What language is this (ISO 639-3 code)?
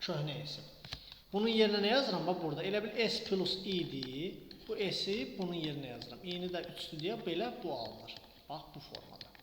aze